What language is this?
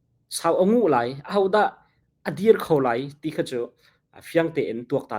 Hakha Chin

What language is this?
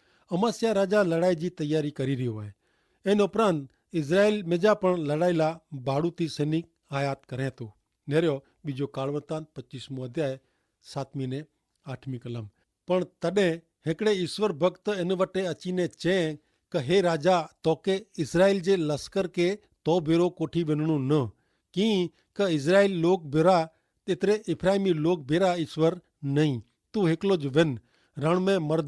Kachhi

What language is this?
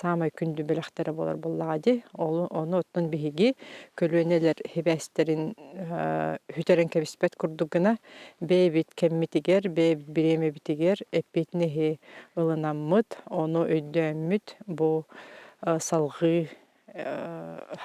Yakut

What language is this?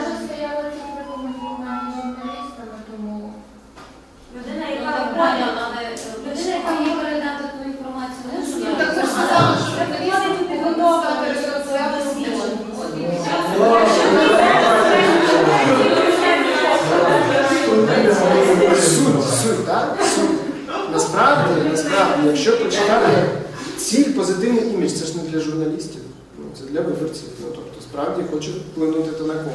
Ukrainian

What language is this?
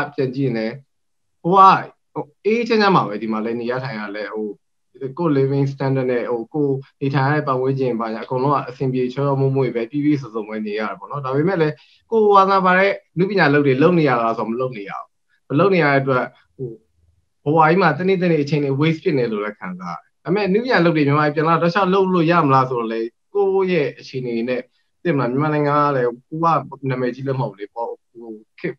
Burmese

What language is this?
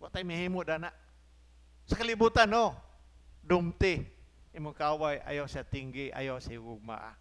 Cebuano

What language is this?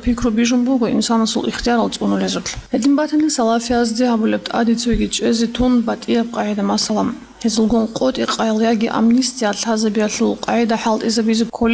Avaric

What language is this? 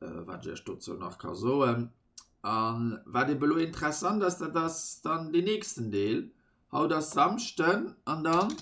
Luxembourgish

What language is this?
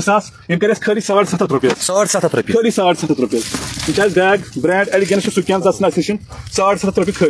Kashmiri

